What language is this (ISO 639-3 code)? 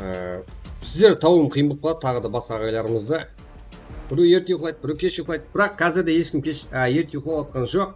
kaa